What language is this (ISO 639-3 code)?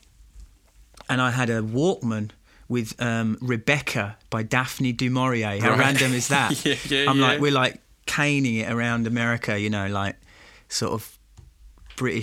eng